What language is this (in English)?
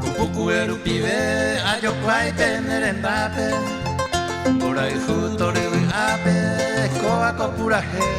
Guarani